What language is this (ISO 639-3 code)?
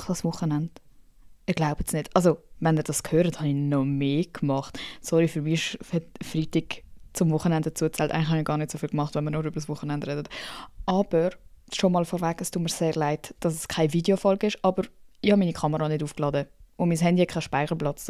gsw